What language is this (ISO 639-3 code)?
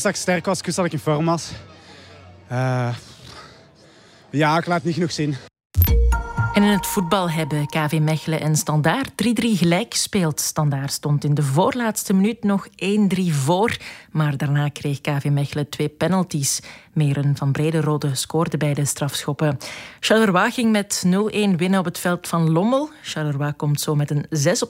nld